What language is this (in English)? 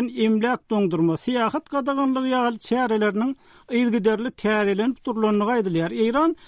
Turkmen